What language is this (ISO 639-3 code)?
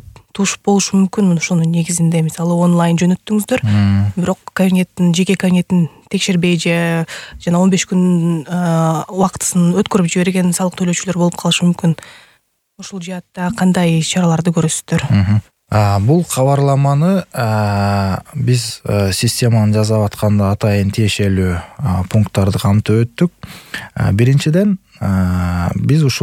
kir